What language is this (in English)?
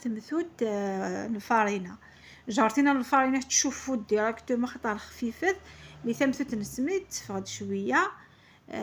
Algerian Arabic